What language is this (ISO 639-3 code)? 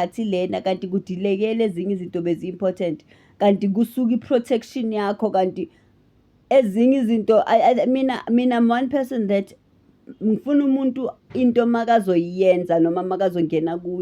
zul